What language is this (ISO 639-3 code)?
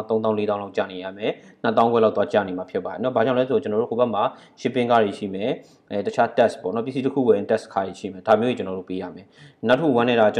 mya